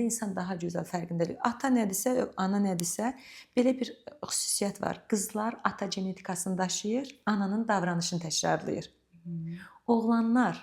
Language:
Azerbaijani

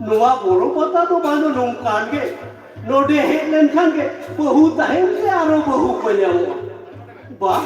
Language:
Santali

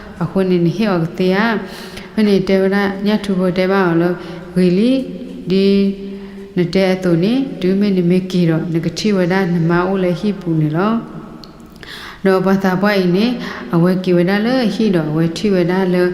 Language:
S'gaw Karen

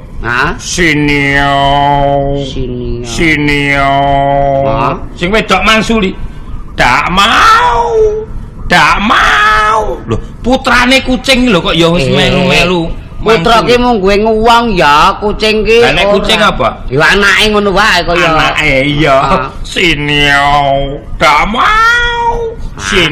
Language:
Javanese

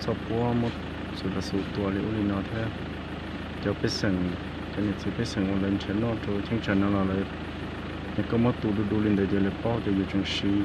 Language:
Hmong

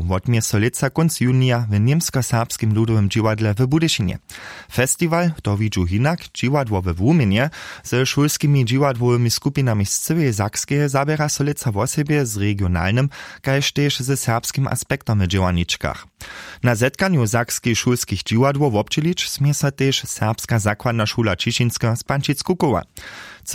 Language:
Upper Sorbian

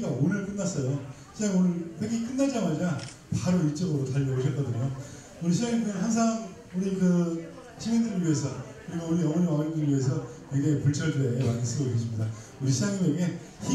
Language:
Korean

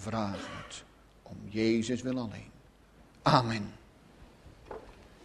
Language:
Dutch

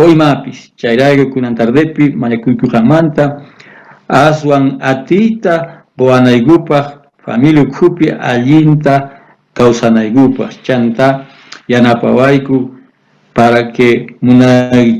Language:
South Bolivian Quechua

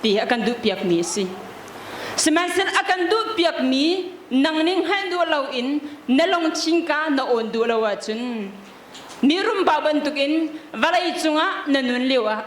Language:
Hakha Chin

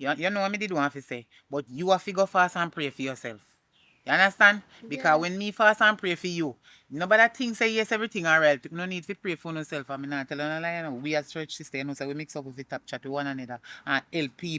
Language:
Jamaican Creole English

